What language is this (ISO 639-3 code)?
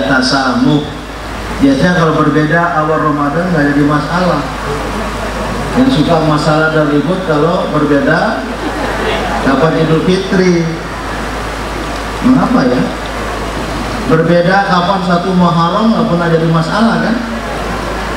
ind